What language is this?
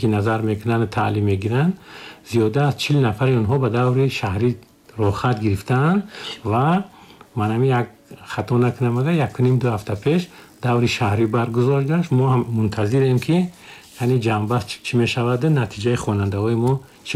Tajik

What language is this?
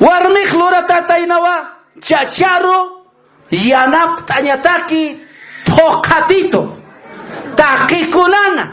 Aymara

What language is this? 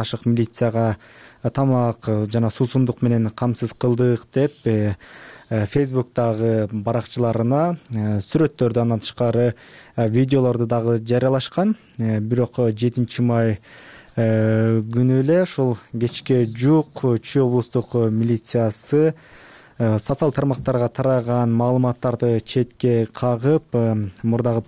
Kyrgyz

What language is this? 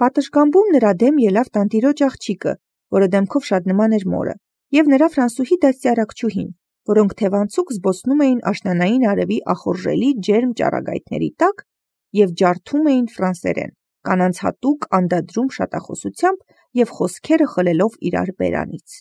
Armenian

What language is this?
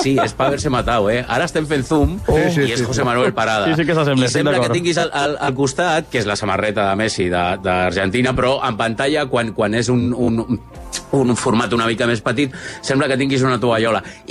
Catalan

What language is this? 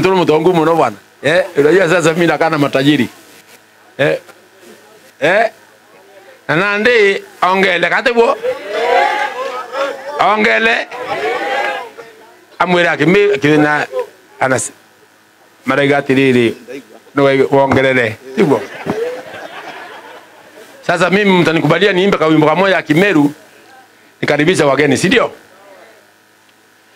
Swahili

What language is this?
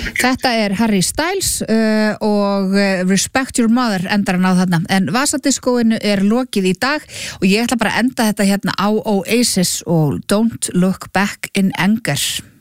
Icelandic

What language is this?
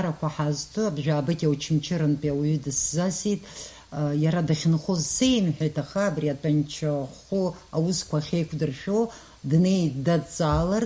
Abkhazian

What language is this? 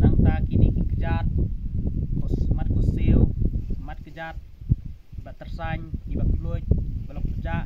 Khasi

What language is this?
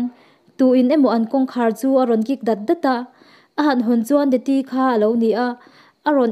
Mizo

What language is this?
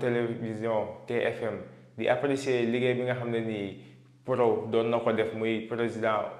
Wolof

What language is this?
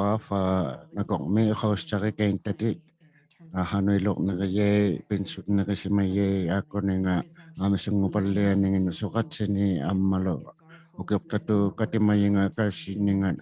Inuktitut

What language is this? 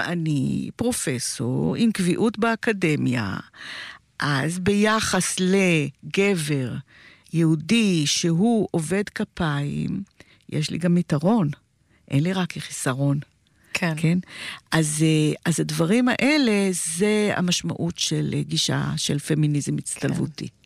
Hebrew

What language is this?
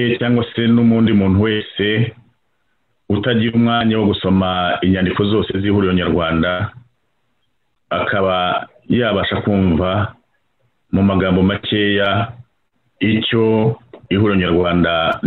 Kinyarwanda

